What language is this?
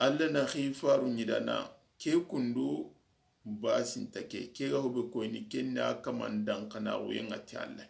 Soninke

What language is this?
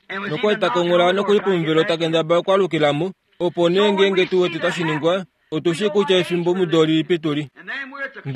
Kuanyama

